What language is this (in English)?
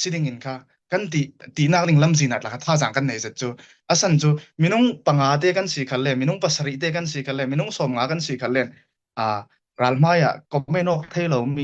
Falam Chin